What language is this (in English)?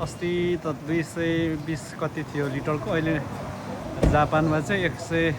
Nepali